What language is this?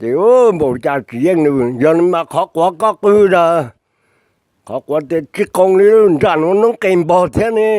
Hmong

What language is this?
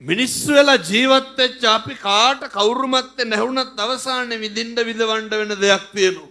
Sinhala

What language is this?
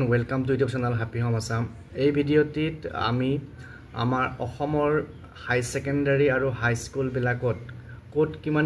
Assamese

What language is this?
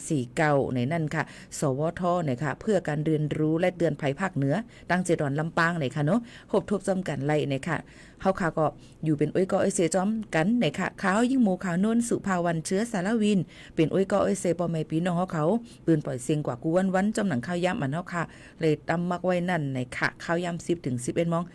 Shan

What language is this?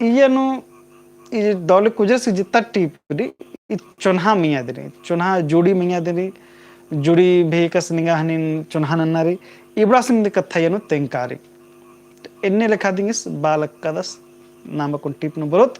Kurukh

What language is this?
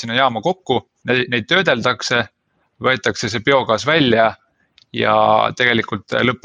Estonian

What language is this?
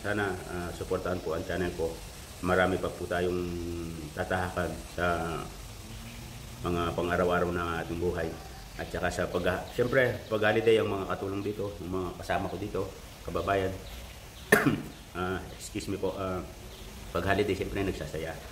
Filipino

